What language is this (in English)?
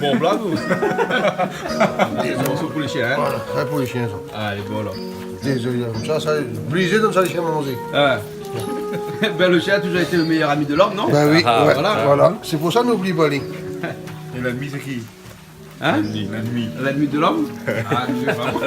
Réunion Creole French